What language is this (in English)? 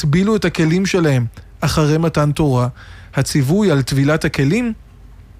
Hebrew